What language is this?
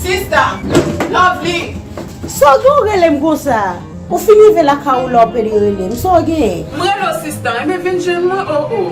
Haitian Creole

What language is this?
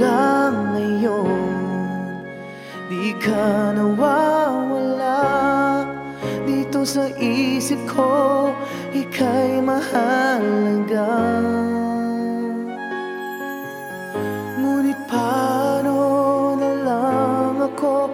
Filipino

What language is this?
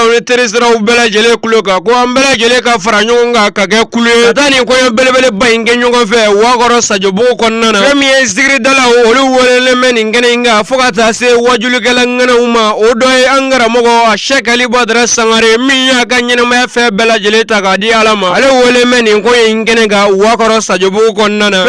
Bambara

